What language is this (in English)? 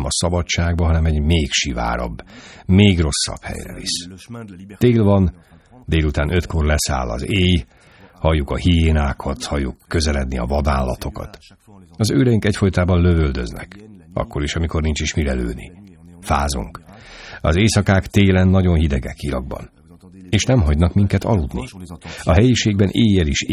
Hungarian